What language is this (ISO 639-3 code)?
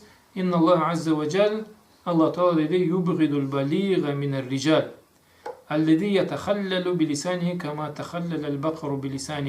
krc